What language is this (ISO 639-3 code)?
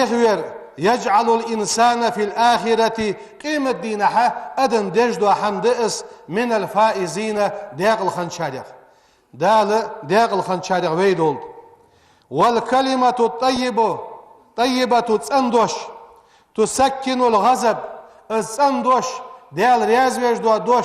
inh